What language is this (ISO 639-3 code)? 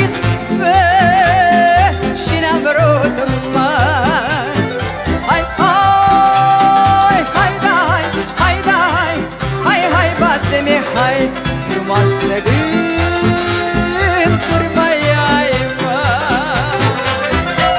ron